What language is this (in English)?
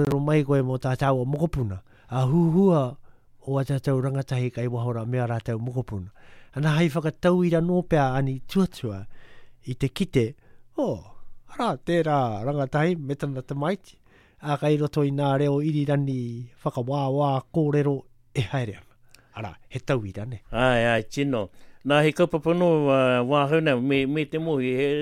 Māori